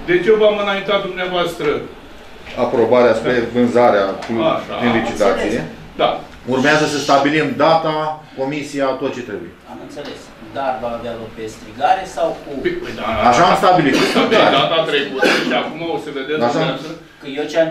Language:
Romanian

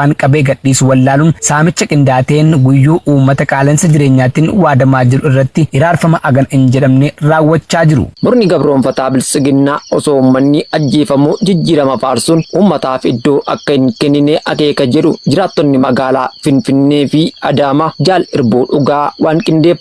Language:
Oromo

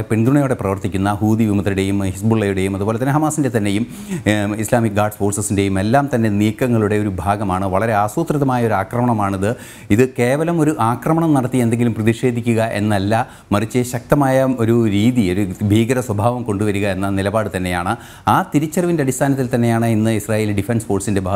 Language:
Malayalam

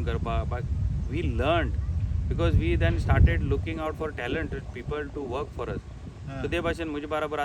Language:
Konkani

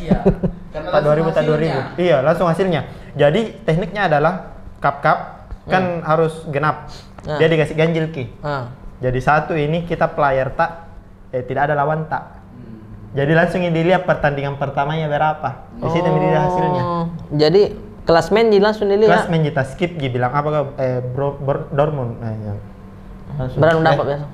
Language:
Makassar Malay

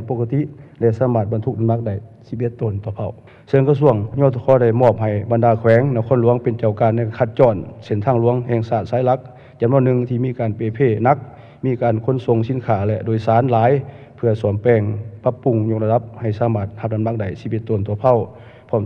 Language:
Lao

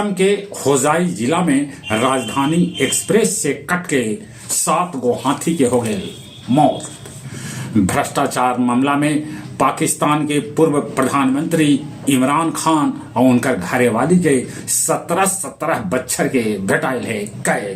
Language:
Magahi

